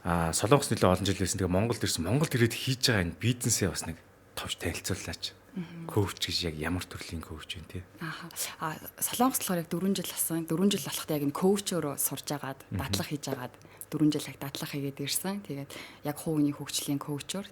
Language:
Mongolian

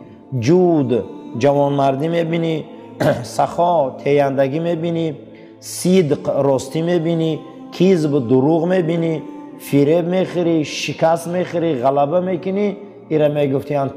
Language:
Tajik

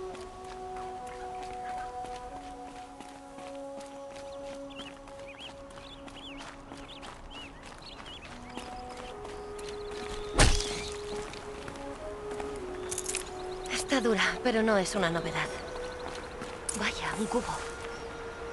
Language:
Spanish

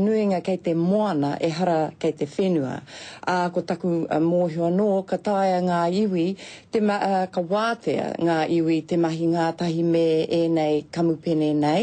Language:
Māori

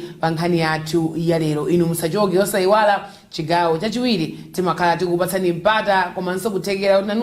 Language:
Nyanja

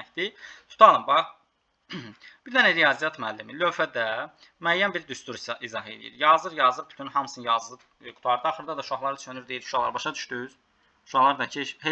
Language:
Azerbaijani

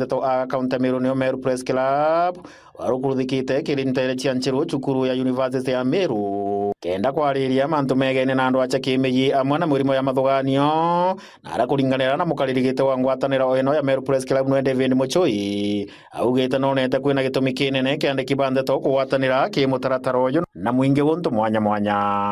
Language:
Meru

